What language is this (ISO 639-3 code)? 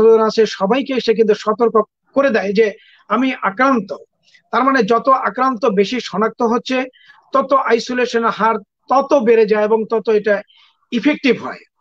ben